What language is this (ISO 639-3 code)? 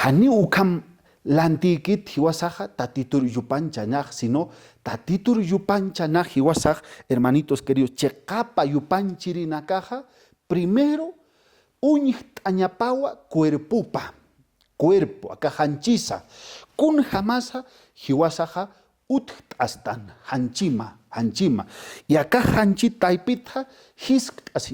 aym